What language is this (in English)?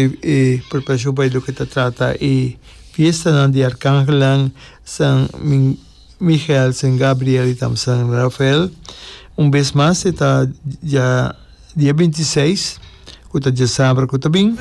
Papiamento